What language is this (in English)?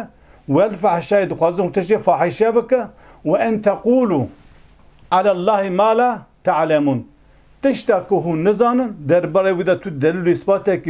Kurdish